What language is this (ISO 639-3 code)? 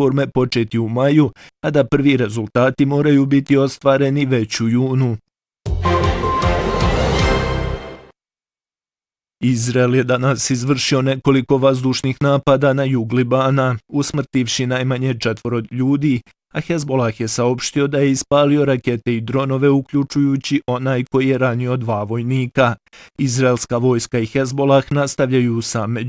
bos